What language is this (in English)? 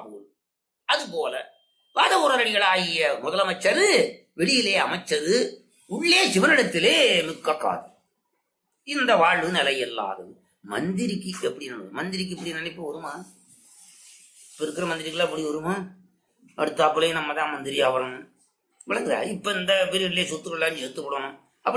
Tamil